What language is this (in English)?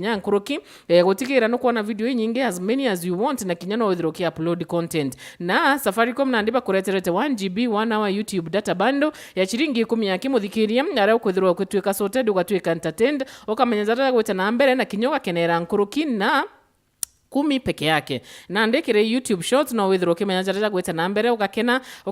Meru